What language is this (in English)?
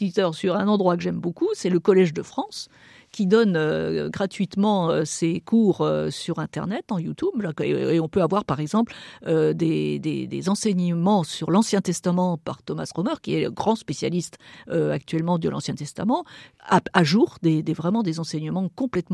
French